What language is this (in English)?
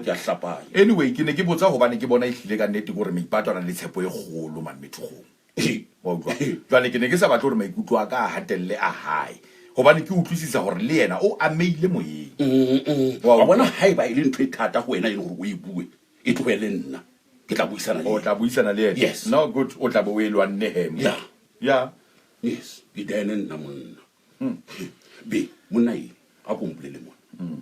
Southern Sotho